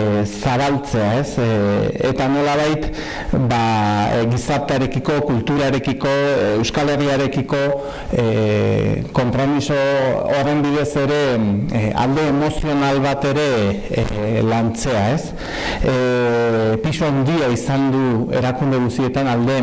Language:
Basque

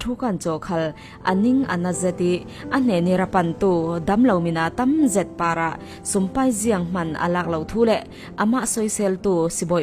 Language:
Falam Chin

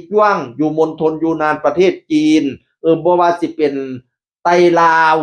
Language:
Northeastern Thai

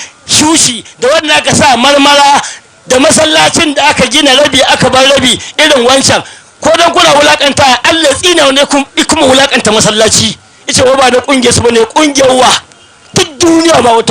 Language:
Hausa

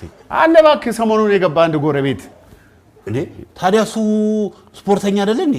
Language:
Amharic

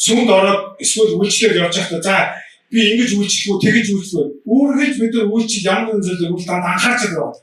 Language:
Mongolian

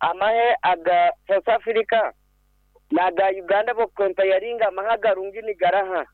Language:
Nyankole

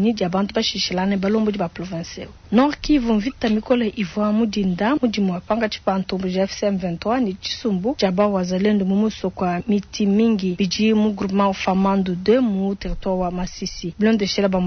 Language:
Luba-Lulua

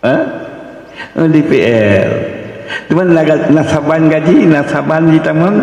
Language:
Achinese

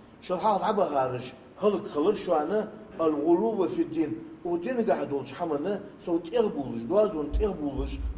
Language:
Ingush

